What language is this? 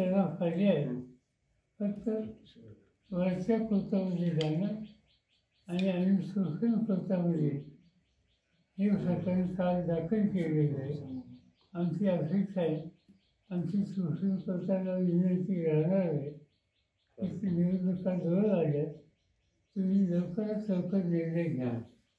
Marathi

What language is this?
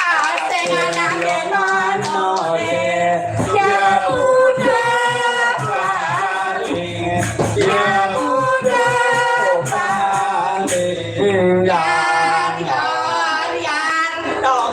Balinese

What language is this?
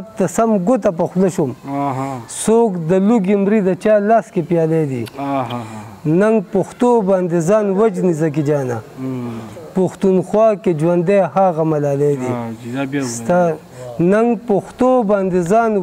Pashto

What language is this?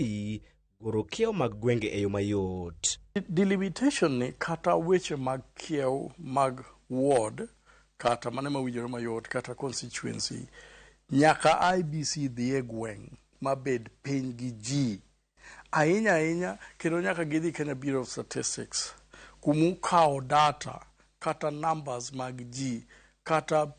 Luo (Kenya and Tanzania)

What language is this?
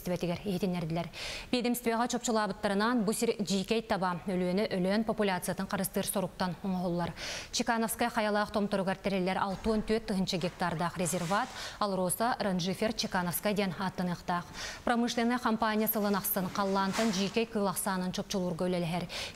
Yakut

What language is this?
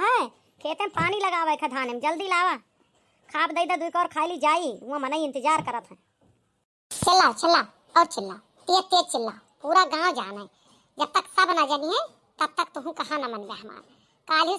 Awadhi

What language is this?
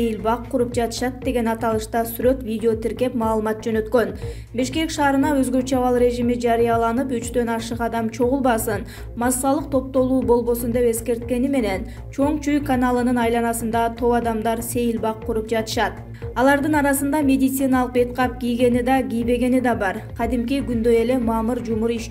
Kyrgyz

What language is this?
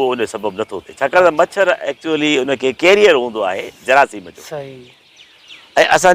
Sindhi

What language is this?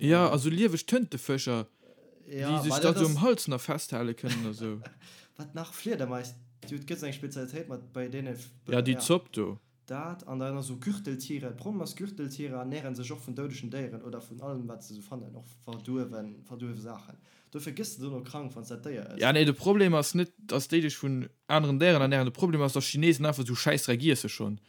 Luxembourgish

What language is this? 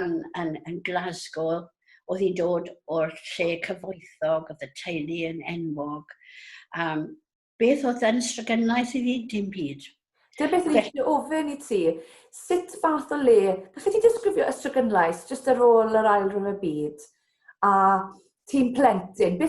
Welsh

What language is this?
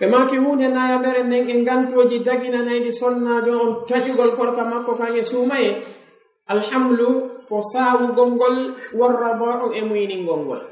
Fula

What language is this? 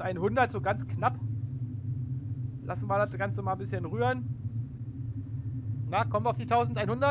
German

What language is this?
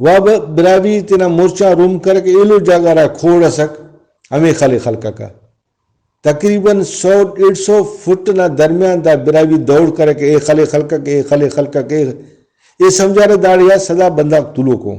Brahui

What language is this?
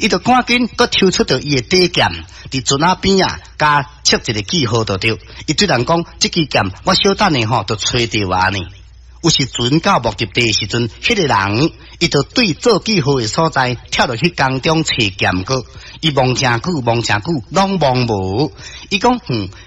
Min Nan Chinese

